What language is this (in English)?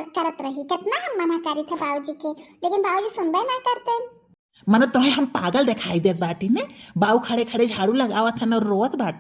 Bhojpuri